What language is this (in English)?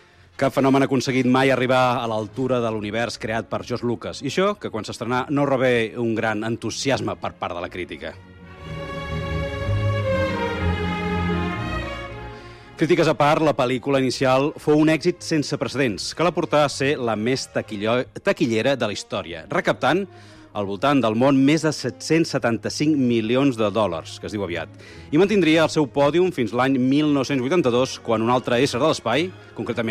Catalan